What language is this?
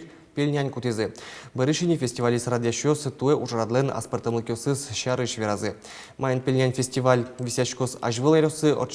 Udmurt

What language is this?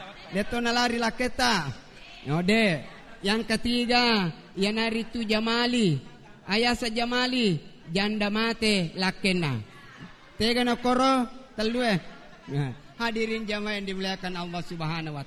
Buginese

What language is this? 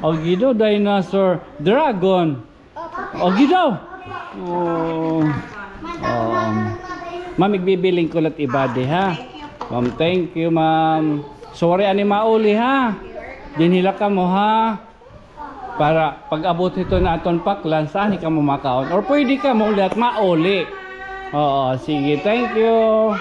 Waray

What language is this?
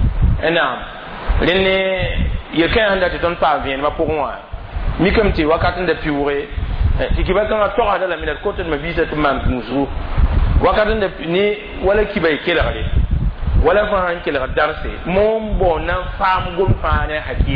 Mossi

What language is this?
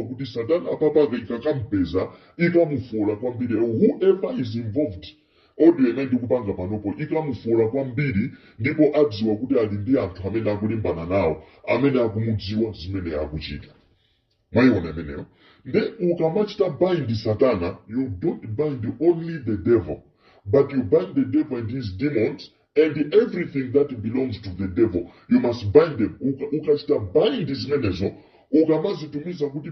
Nyanja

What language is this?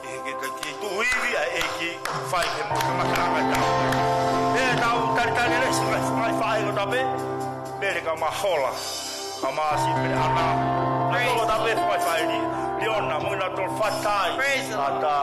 Tongan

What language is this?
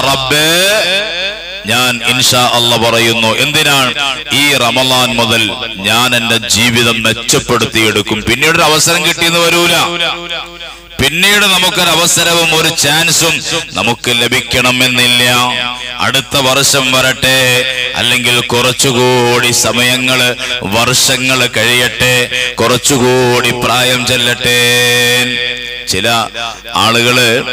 Malayalam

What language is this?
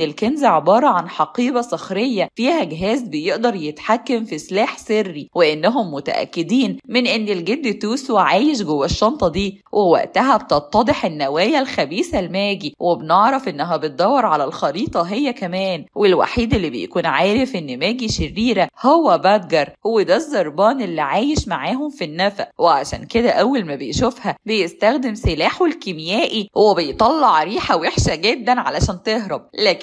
Egyptian Arabic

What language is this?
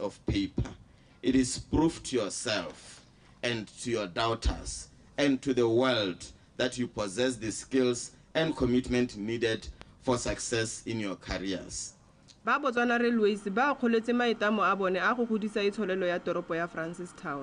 Tswana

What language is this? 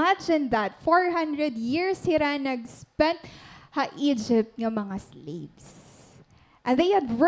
Waray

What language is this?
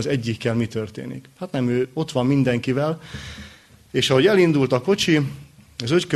Hungarian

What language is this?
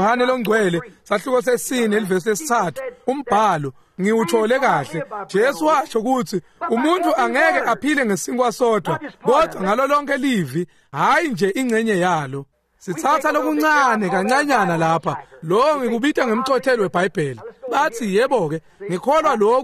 Swati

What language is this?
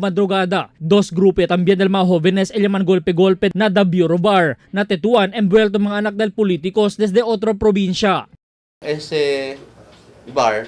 Chavacano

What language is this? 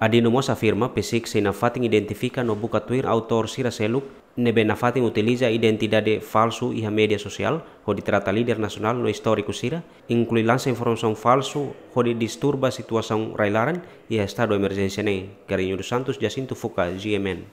Tetum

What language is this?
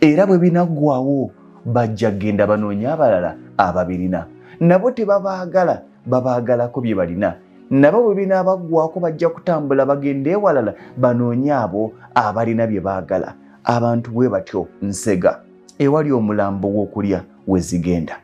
Ganda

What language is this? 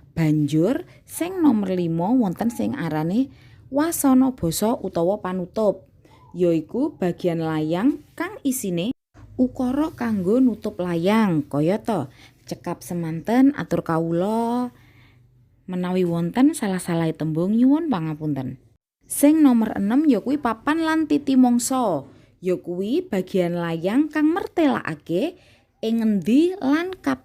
Javanese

